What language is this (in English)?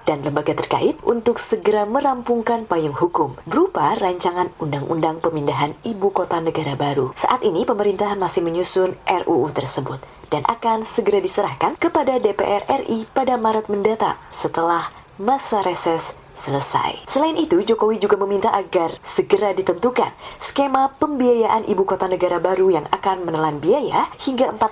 Indonesian